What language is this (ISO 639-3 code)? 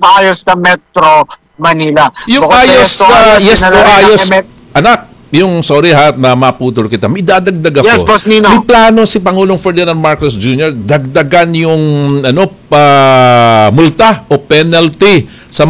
fil